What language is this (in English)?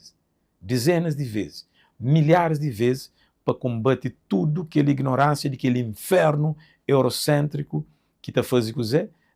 Kabuverdianu